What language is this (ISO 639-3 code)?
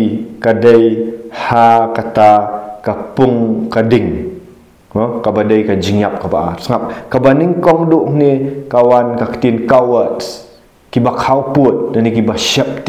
kha